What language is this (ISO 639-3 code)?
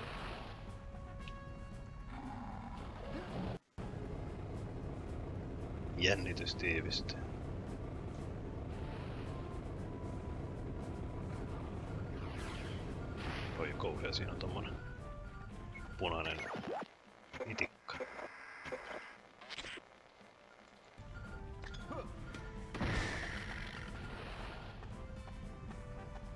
fin